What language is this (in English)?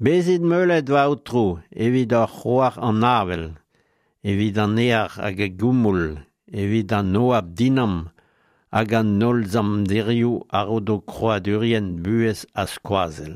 Breton